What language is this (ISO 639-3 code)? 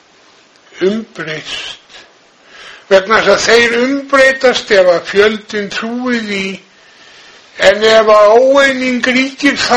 isl